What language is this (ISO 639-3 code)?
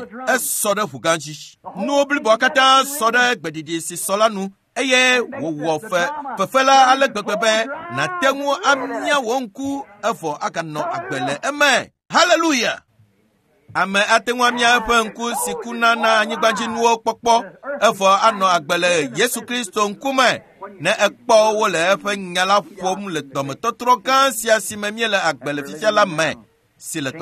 ewe